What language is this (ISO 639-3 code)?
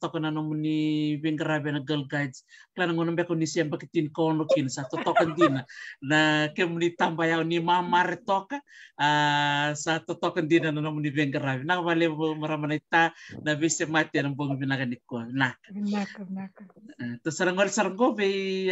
fij